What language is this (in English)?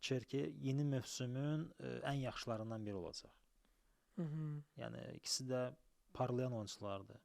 Azerbaijani